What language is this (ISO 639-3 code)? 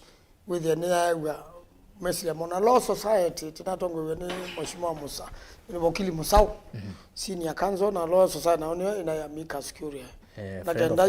kam